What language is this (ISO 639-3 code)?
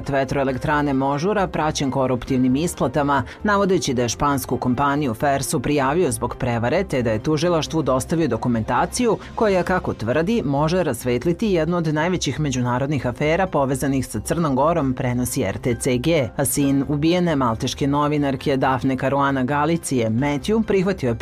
srp